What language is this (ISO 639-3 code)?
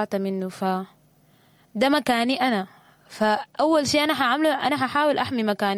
apd